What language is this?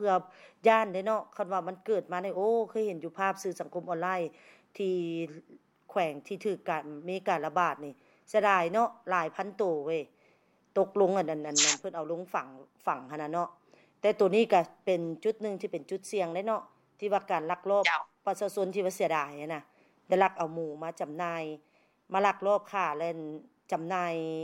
Lao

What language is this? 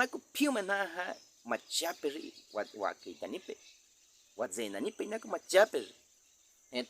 Baniwa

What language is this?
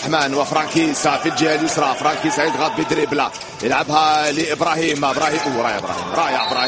Arabic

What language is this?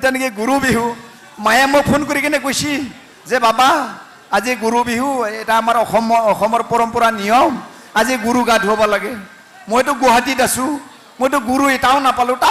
Assamese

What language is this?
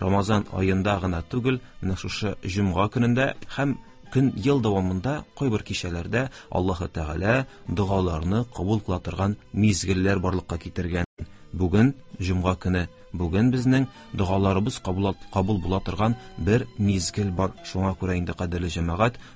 Tatar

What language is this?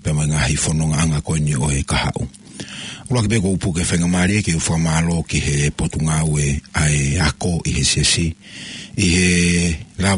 Tongan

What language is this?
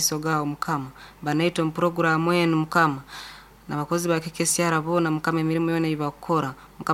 Nyoro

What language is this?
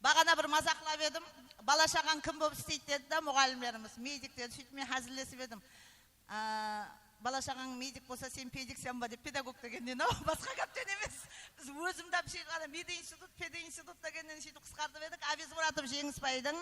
Kara-Kalpak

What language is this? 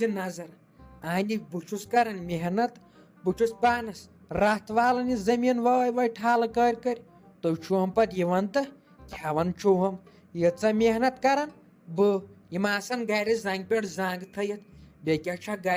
Kashmiri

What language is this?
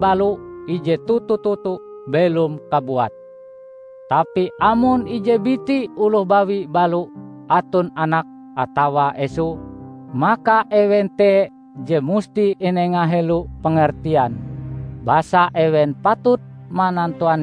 Ngaju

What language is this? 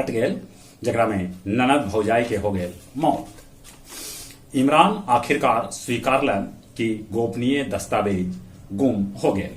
Magahi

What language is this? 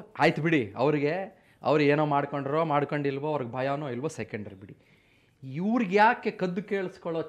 Kannada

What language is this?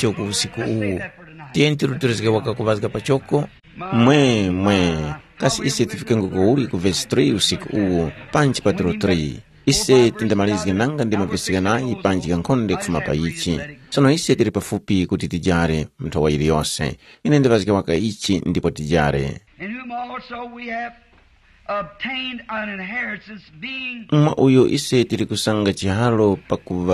Tumbuka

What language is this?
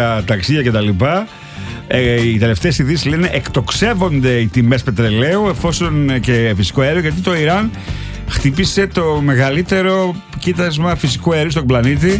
Greek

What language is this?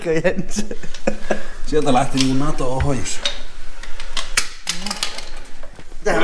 Finnish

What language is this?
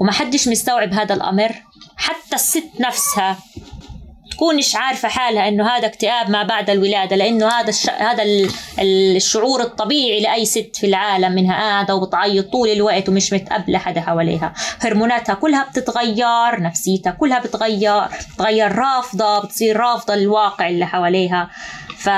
North Levantine Arabic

